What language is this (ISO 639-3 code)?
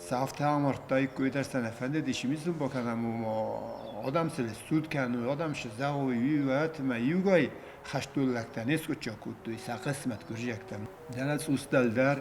oss